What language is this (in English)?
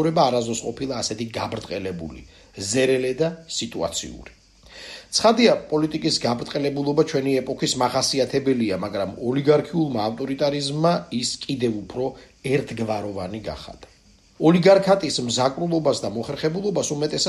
Georgian